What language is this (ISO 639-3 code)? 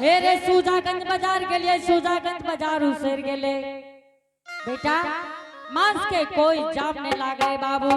anp